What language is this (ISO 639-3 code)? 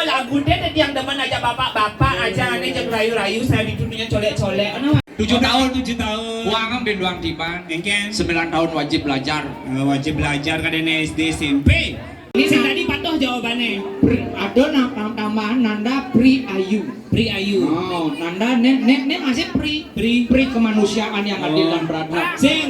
ban